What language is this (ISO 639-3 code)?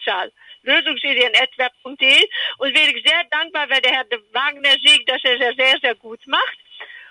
deu